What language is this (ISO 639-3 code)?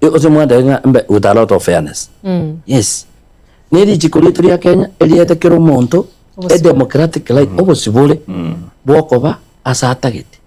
guz